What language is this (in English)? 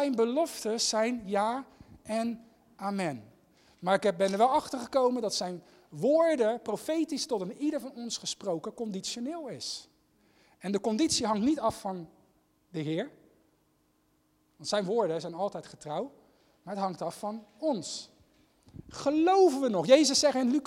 Dutch